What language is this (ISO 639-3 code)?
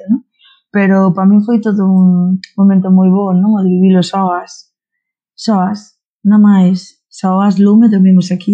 glg